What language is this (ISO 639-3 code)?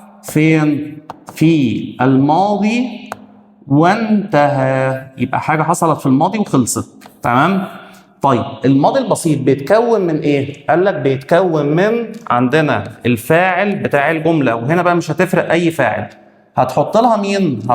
arz